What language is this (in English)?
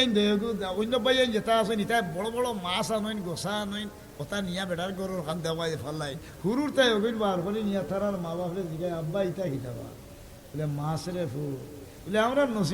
Sylheti